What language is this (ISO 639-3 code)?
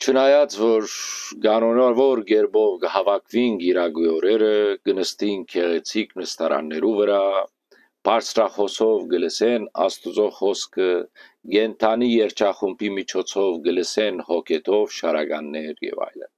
hyw